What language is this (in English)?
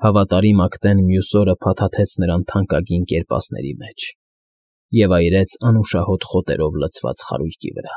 Armenian